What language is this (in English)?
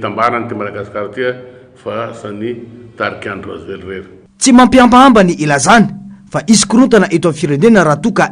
Malagasy